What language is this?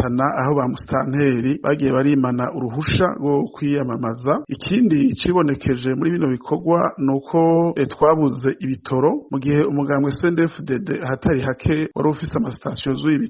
Rundi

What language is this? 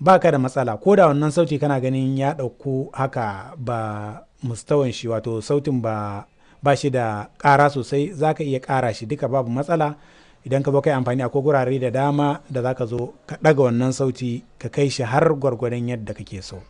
Hausa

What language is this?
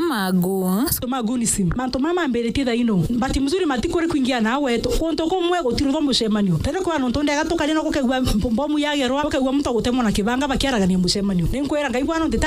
Meru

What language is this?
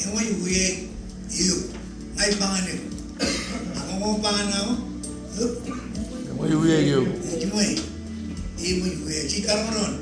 Marshallese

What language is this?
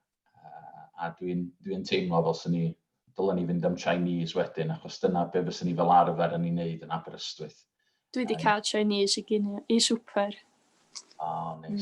Welsh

